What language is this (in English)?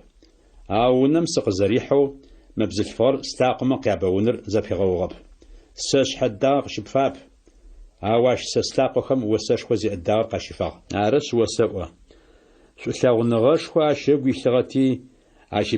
Adyghe